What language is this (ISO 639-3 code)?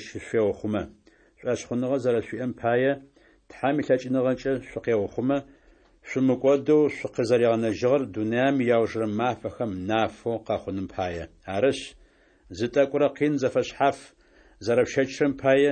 ady